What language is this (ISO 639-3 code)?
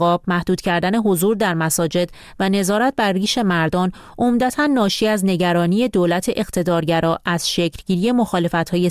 fas